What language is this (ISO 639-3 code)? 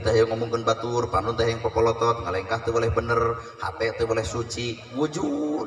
sun